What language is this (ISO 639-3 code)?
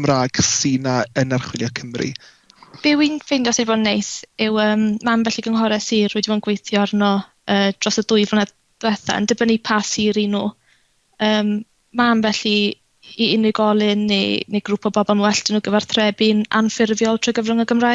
cym